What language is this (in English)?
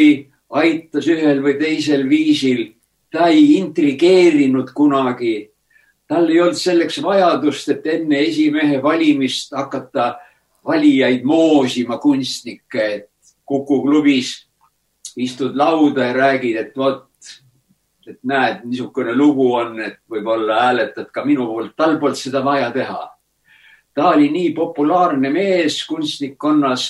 Estonian